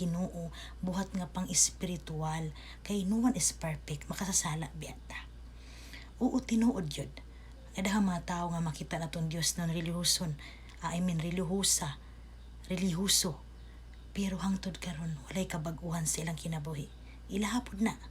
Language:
Cebuano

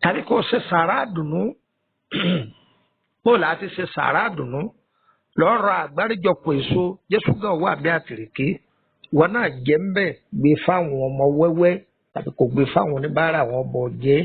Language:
Yoruba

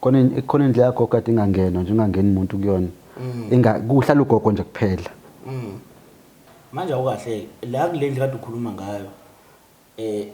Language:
Zulu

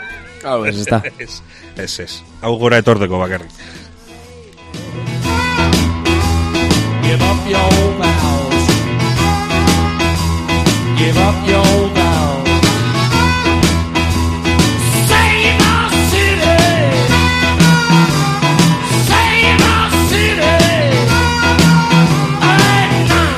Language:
Basque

